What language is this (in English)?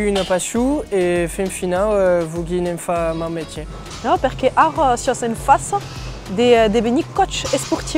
Occitan